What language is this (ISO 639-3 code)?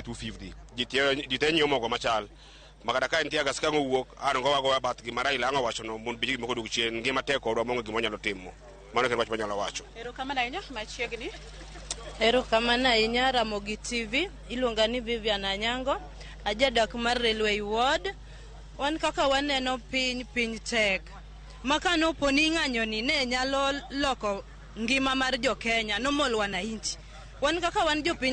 luo